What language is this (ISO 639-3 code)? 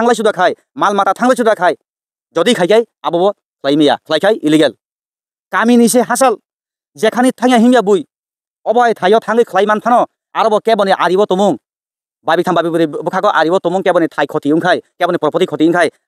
trp